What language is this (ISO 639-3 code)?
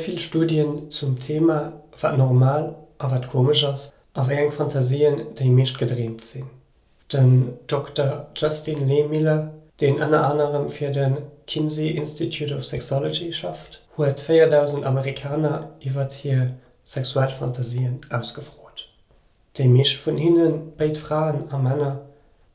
ltz